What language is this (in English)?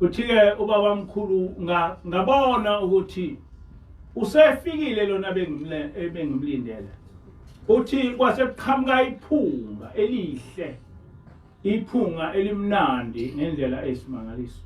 Zulu